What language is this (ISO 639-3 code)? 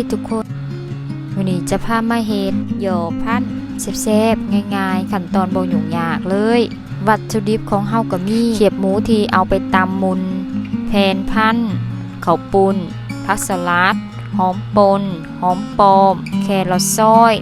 lao